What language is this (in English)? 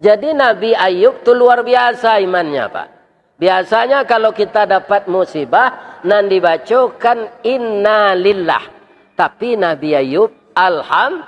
Minangkabau